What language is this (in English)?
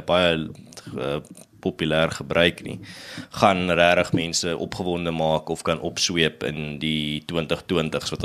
Afrikaans